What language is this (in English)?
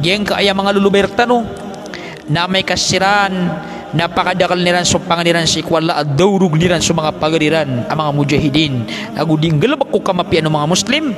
Maranao